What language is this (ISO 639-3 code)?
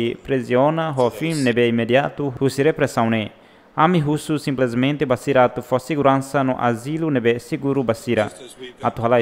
tet